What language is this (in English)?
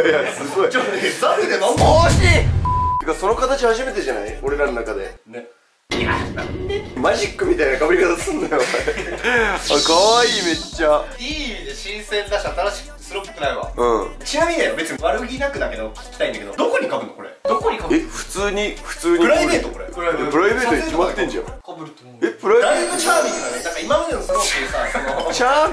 Japanese